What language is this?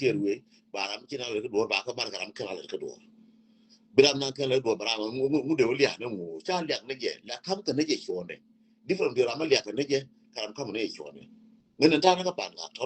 Nuer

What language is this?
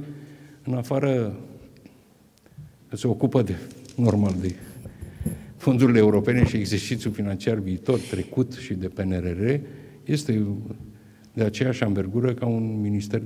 Romanian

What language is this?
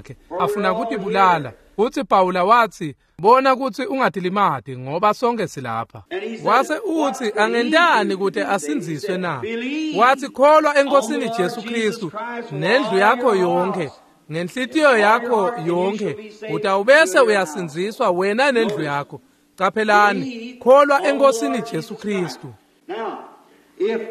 Swati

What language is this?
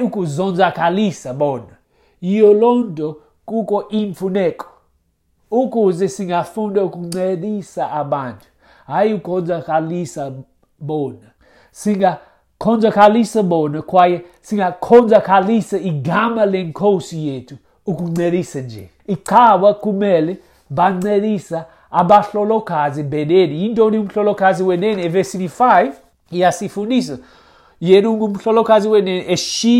Xhosa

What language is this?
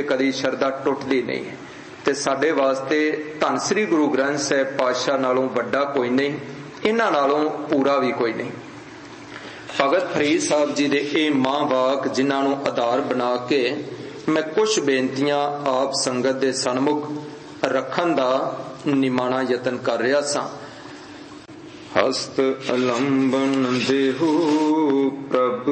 Punjabi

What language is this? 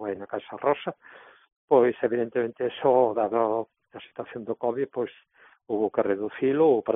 Galician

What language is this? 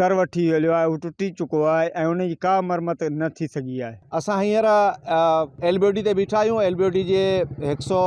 Sindhi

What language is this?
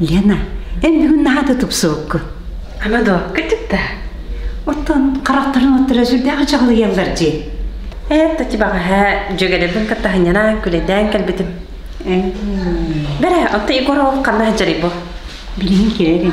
Yakut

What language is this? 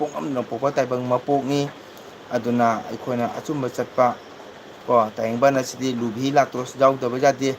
Manipuri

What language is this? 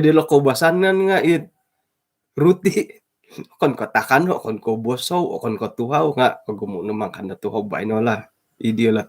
Central Dusun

